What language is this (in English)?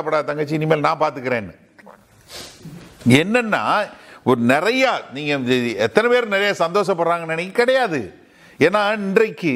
Tamil